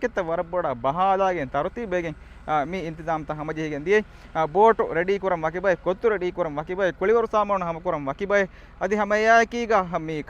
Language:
Divehi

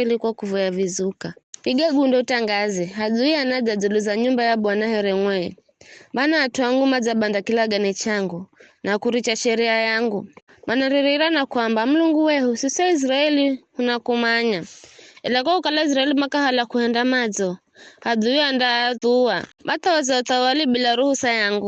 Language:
Giryama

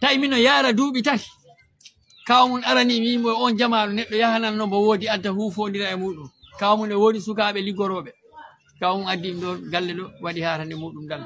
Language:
Fula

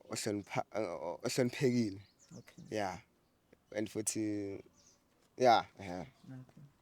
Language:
Zulu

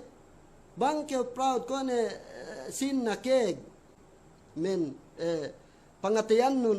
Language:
Yakan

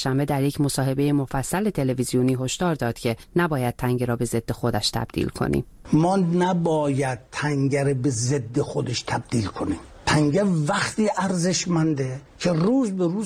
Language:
Persian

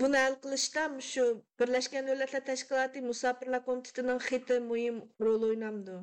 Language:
Uyghur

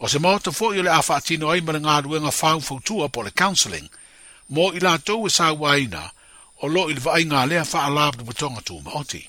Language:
Samoan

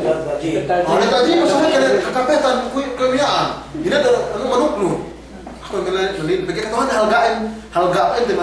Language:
Yakan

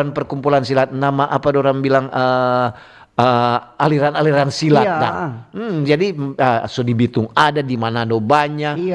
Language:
Manado Malay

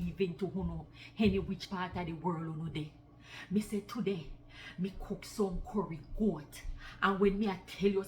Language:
Jamaican Creole English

